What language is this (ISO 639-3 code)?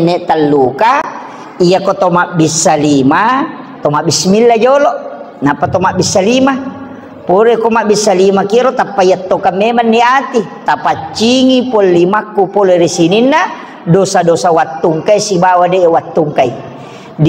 bug